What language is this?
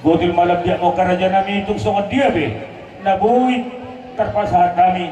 Batak Toba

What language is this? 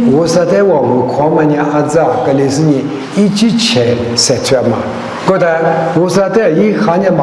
Lisu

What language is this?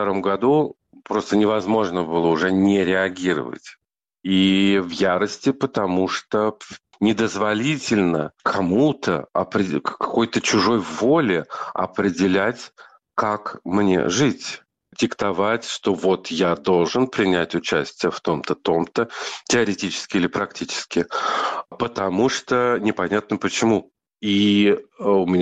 Russian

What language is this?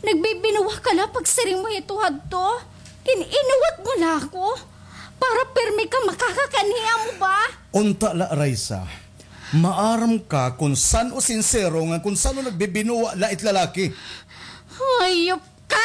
Waray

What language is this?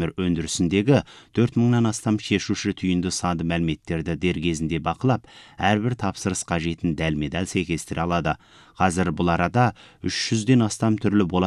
Kazakh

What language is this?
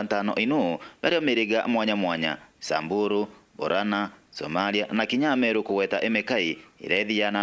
Meru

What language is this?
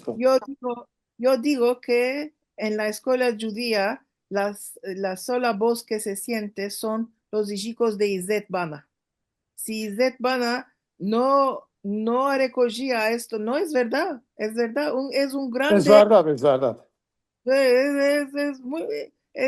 Ladino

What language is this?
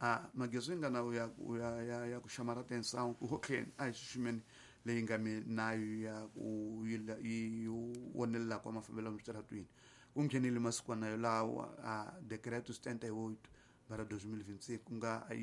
Tsonga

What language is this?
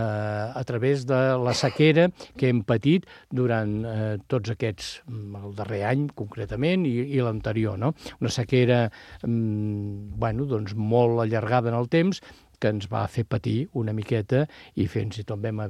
Catalan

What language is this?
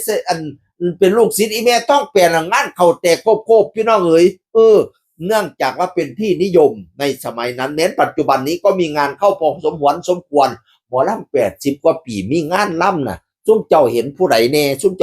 Northeastern Thai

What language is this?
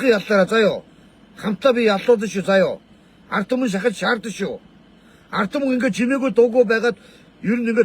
Mongolian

